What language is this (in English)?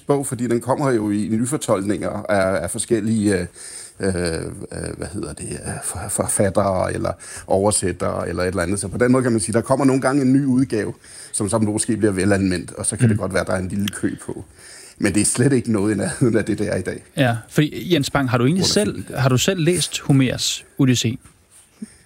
Danish